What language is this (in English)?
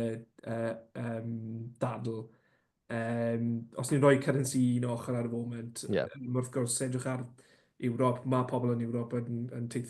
Welsh